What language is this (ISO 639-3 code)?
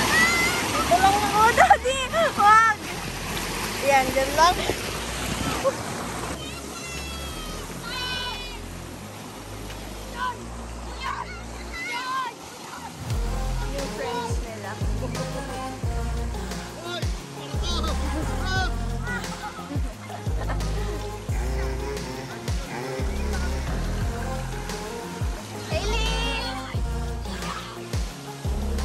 fil